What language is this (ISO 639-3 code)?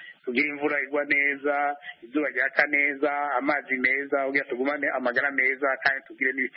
kin